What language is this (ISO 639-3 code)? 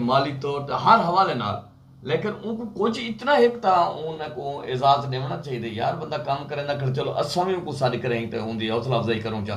skr